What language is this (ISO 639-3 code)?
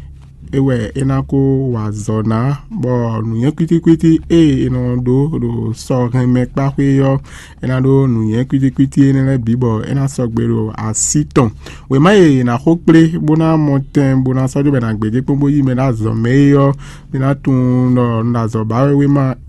fon